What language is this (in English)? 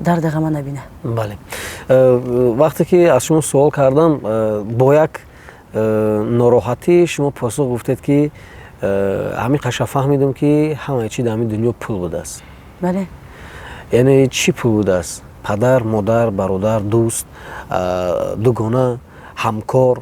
Tajik